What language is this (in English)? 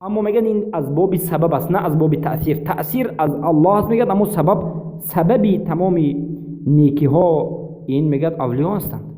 Persian